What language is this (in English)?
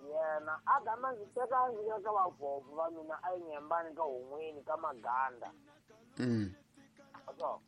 Tsonga